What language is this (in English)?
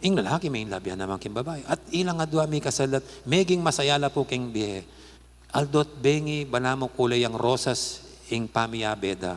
Pampanga